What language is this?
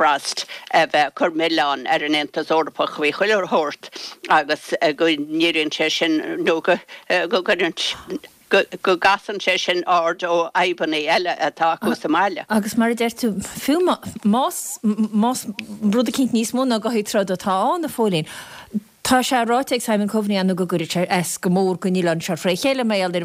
Irish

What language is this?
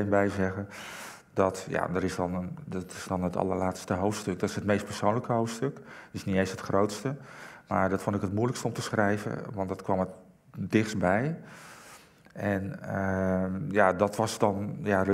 Dutch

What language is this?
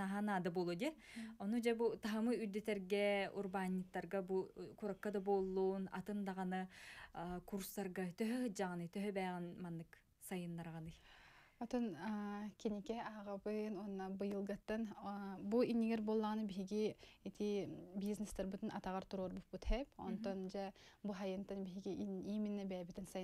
Yakut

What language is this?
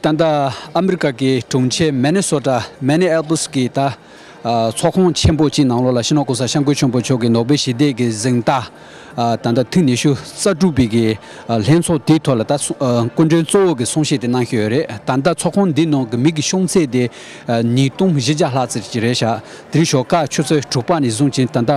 Tibetan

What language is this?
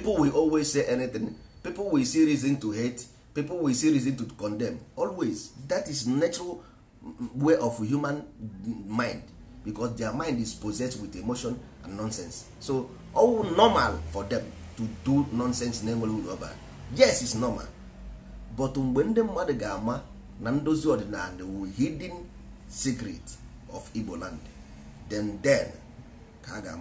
Igbo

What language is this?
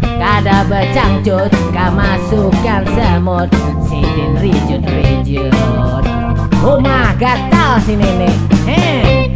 Banjar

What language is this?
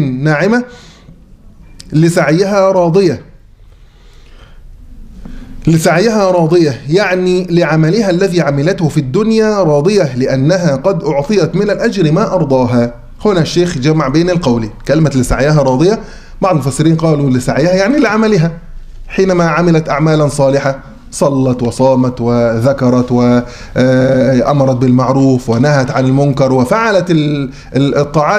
Arabic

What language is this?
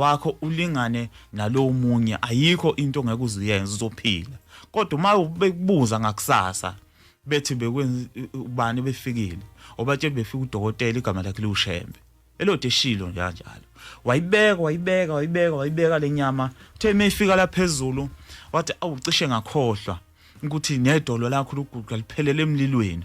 Zulu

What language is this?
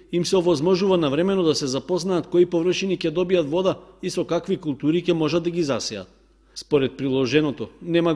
Macedonian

